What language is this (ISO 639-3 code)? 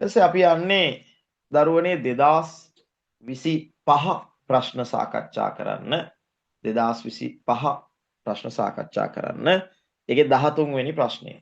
sin